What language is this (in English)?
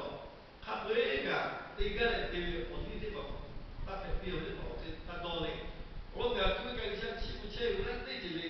Lahu